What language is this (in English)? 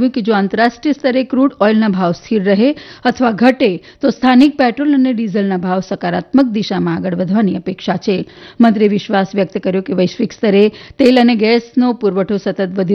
Gujarati